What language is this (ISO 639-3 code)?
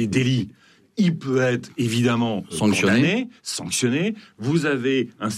fra